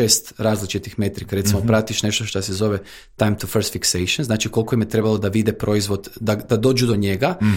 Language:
Croatian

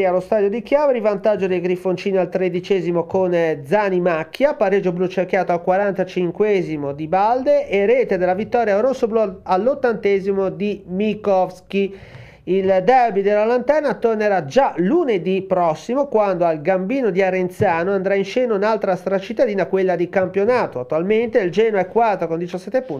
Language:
Italian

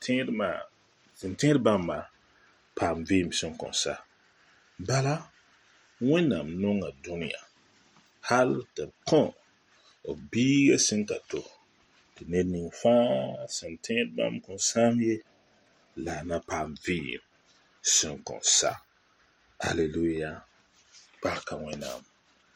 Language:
Mossi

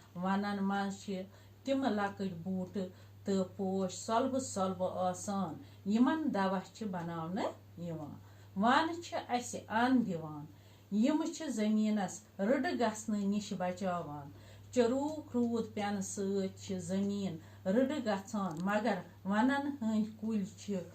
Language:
Kashmiri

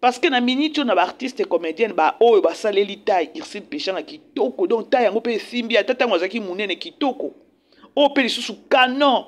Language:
Lingala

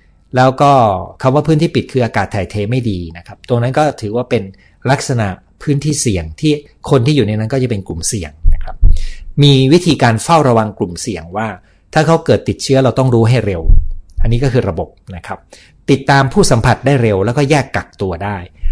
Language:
Thai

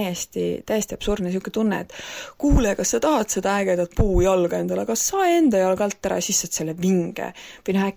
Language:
Estonian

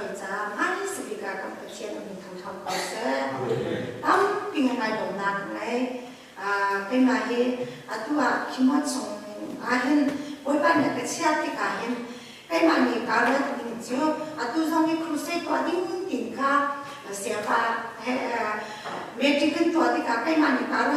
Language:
Hakha Chin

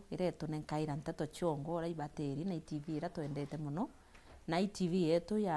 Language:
Meru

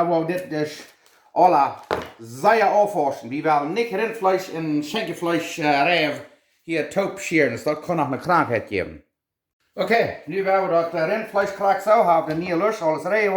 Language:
Plautdietsch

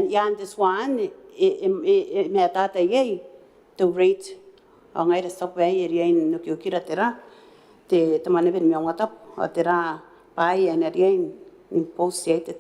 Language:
Gilbertese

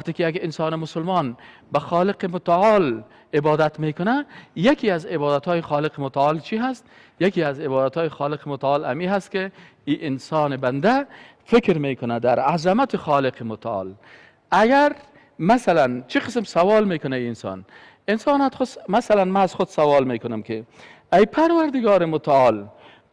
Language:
Persian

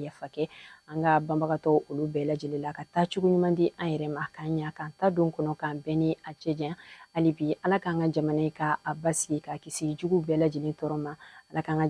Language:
Bambara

